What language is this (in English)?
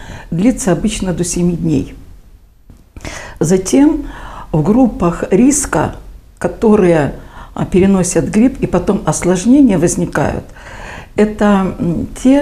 Russian